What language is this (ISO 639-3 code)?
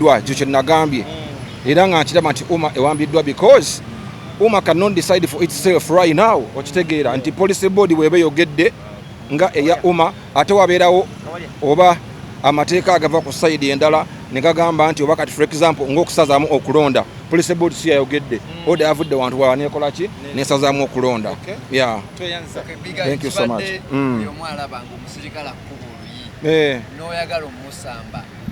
lug